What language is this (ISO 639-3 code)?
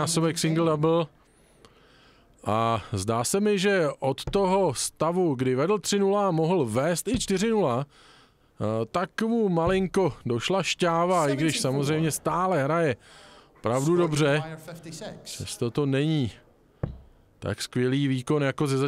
ces